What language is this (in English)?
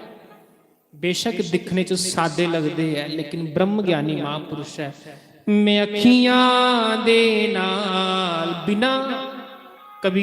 Dogri